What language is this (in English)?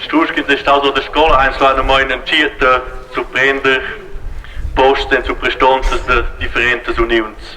Romansh